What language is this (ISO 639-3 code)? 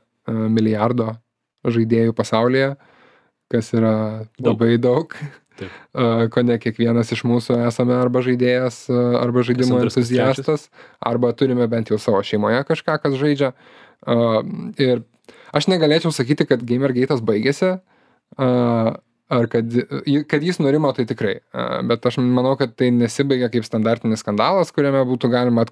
lit